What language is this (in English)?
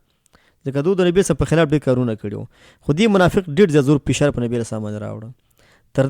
Pashto